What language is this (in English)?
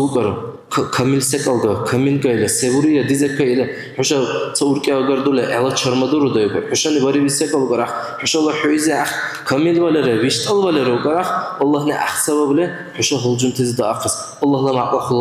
Dargwa